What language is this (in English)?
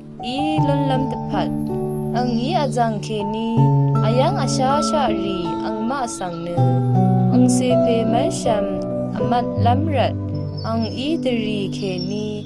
Rawang